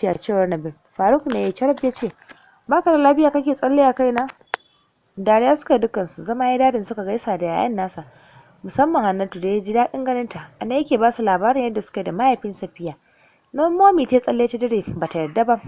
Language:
Hausa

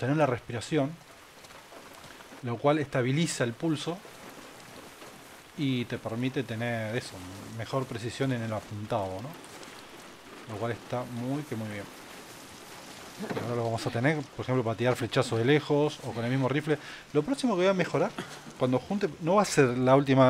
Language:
Spanish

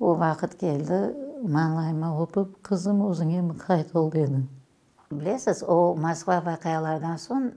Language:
Crimean Tatar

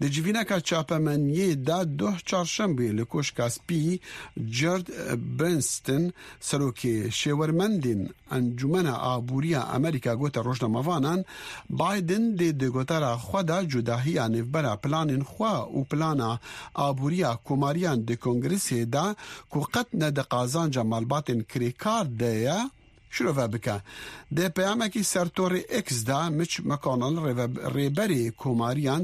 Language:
Kurdish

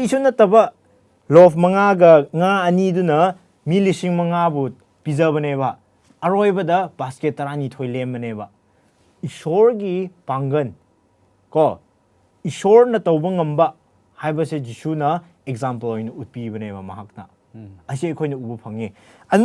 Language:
Manipuri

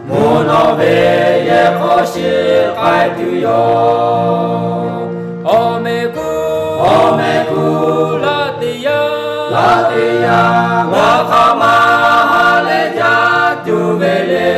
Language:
Lahu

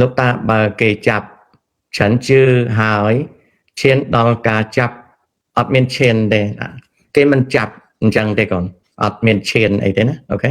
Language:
Khmer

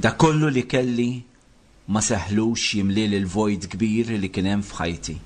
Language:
Maltese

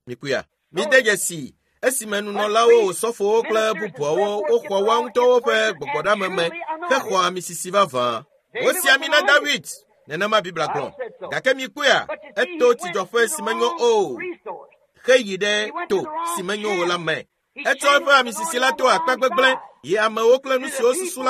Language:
Ewe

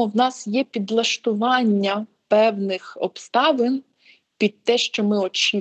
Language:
Ukrainian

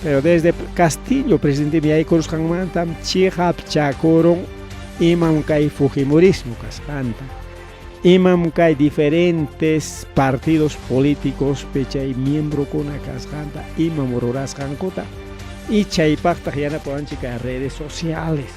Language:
Ayacucho Quechua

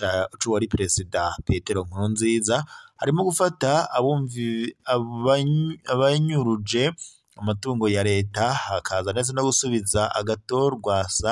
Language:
Rundi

